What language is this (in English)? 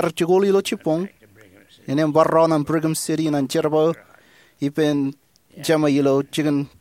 Marshallese